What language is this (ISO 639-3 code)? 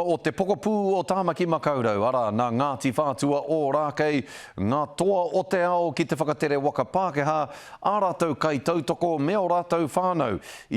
mri